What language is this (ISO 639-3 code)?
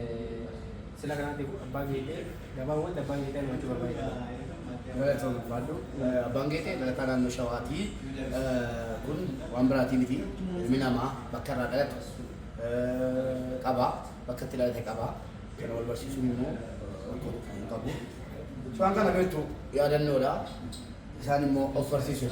orm